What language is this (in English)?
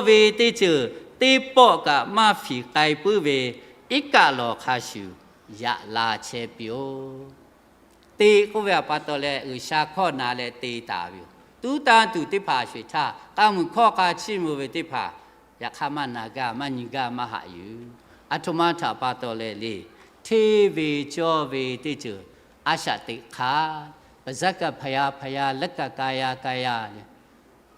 Lahu